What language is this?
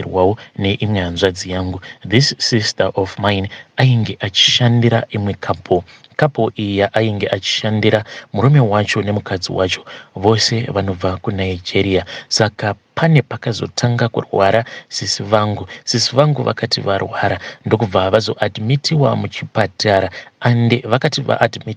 Shona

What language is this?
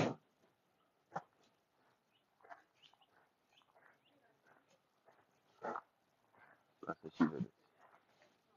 Romanian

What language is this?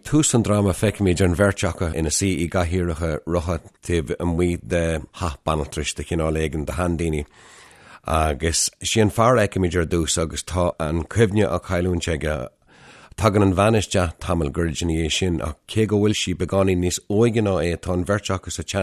Irish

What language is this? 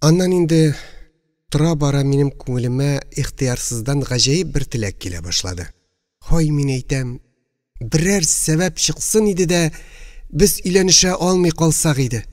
Tatar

